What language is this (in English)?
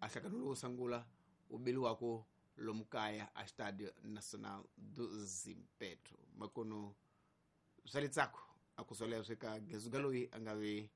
Tsonga